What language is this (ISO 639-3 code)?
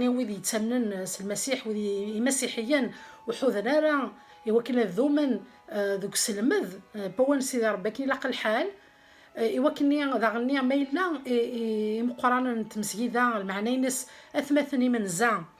kab